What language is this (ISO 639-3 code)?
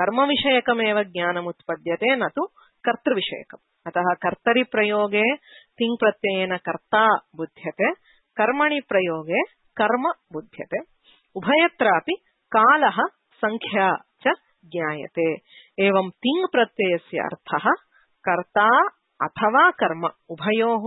san